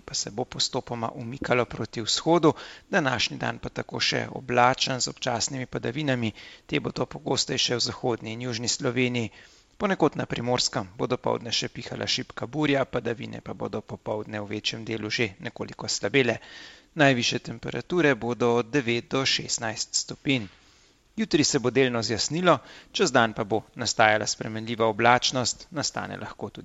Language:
Slovenian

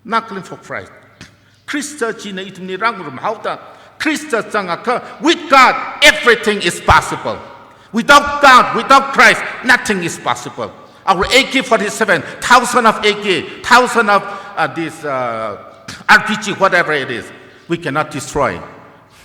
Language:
Tangkhul Naga (India)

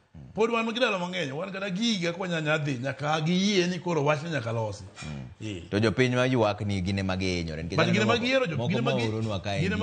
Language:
Luo (Kenya and Tanzania)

